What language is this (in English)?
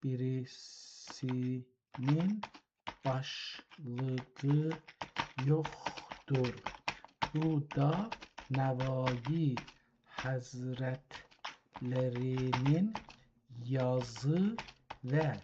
South Azerbaijani